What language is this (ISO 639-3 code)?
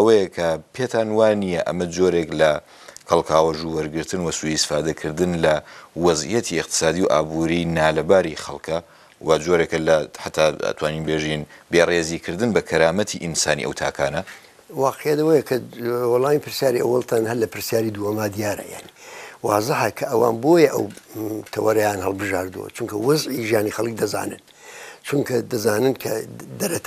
ckb